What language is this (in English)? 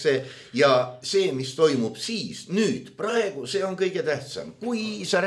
Estonian